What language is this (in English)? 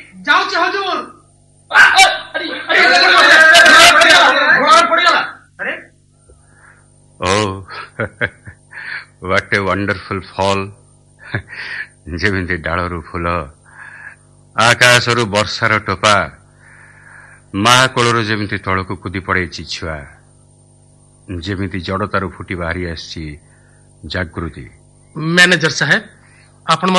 Odia